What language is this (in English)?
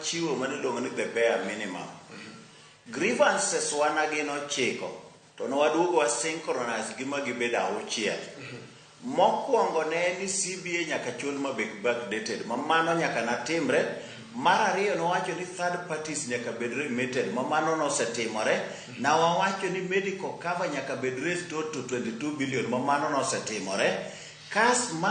Luo (Kenya and Tanzania)